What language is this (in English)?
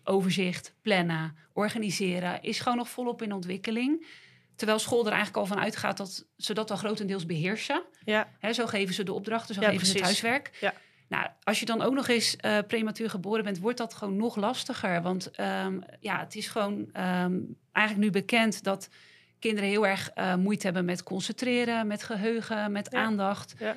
Dutch